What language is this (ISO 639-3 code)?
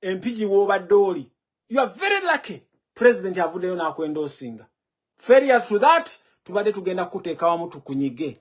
lug